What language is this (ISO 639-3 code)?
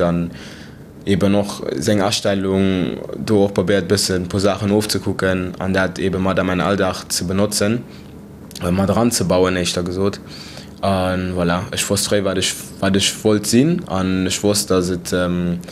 ltz